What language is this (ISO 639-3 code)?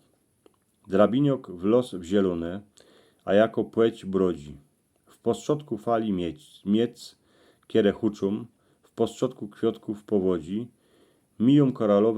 szl